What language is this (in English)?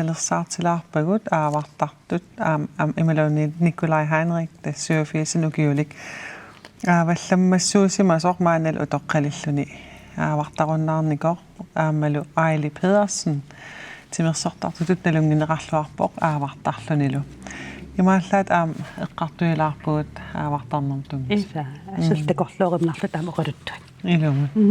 Kalaallisut